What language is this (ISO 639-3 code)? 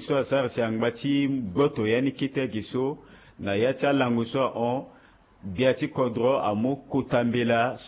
sag